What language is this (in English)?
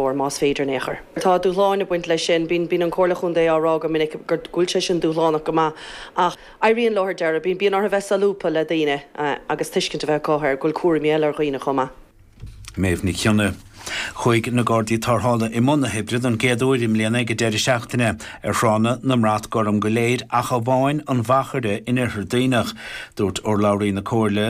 Irish